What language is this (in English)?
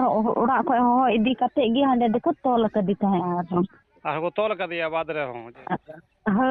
Santali